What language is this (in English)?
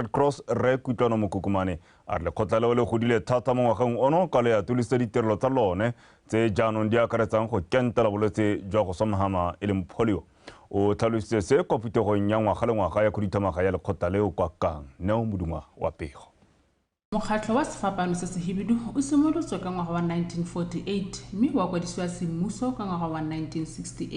Tswana